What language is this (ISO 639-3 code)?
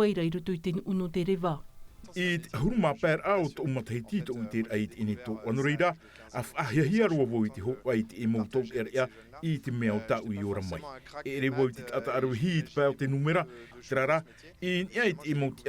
tah